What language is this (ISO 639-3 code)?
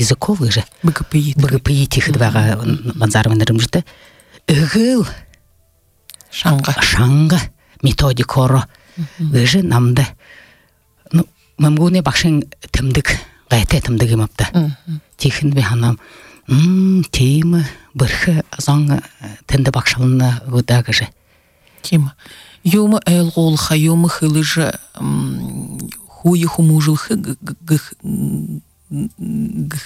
bua